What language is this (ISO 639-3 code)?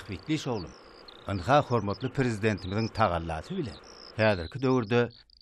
tuk